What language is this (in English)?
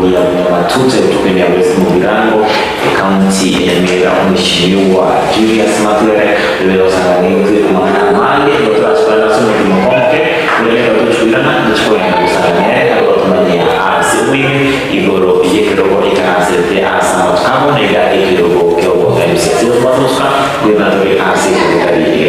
Gusii